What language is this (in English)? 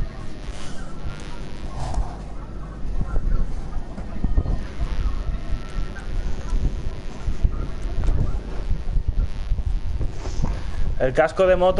Spanish